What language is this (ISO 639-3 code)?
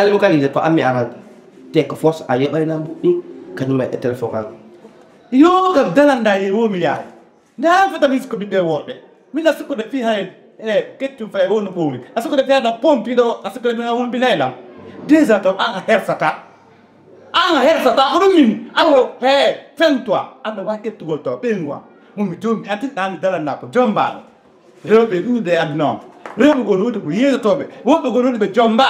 ful